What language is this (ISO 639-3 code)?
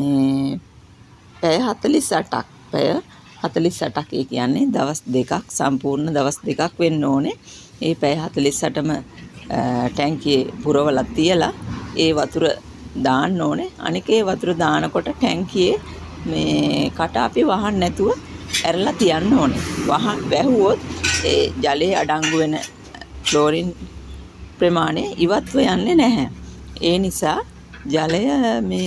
sin